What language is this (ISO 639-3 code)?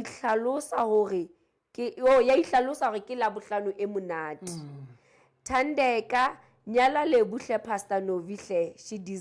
sot